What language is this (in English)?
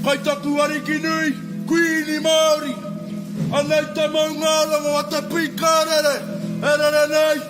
Māori